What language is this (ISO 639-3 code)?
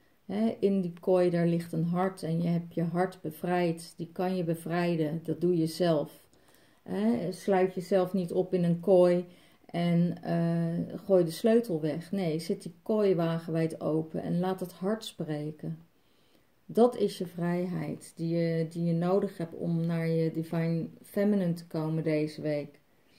nld